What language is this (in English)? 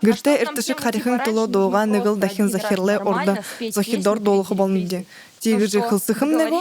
Buriat